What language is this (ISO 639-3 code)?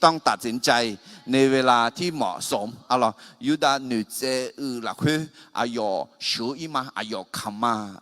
ahk